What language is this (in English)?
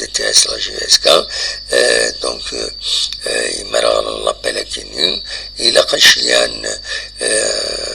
Kabyle